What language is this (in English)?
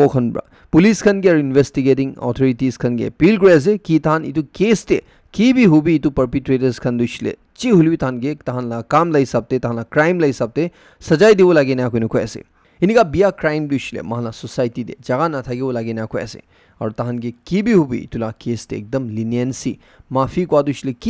Naga Pidgin